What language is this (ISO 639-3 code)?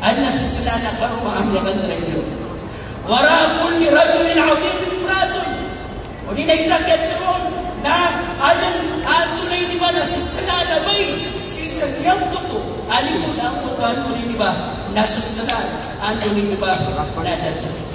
mrw